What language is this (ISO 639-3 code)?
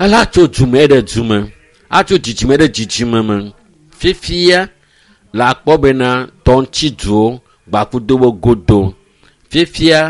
ewe